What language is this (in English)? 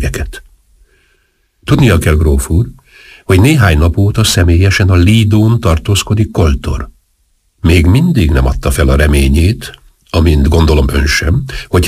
Hungarian